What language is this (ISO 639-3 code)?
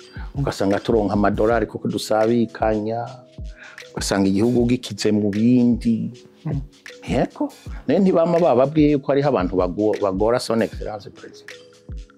run